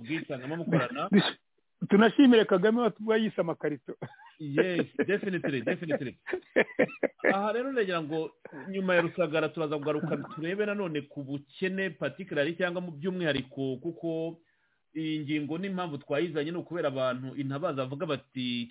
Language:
Kinyarwanda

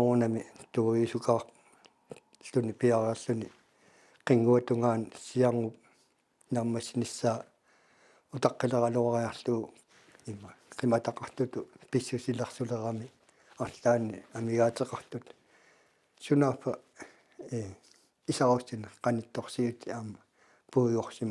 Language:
Kalaallisut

